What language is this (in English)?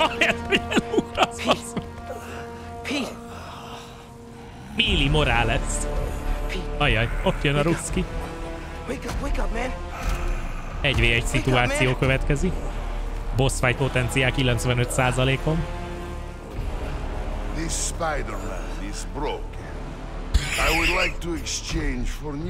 Hungarian